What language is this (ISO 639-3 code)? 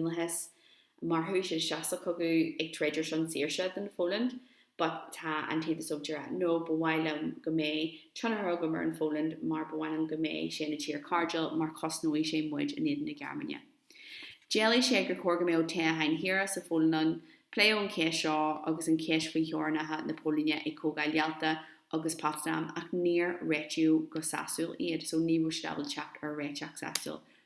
gle